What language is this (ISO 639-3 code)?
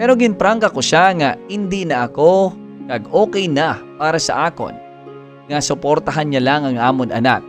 hil